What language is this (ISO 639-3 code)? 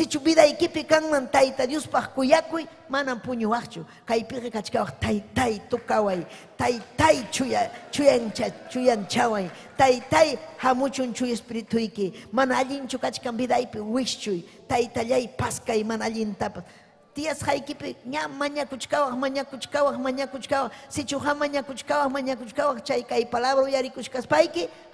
quy